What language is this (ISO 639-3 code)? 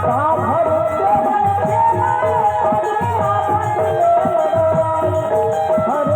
hne